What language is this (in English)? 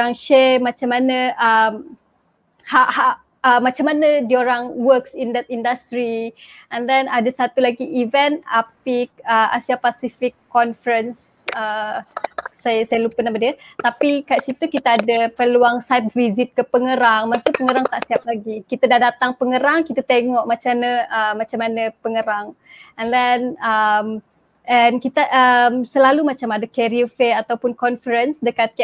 Malay